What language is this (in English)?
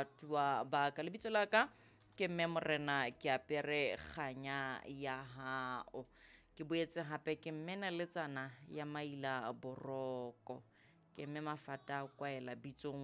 Southern Sotho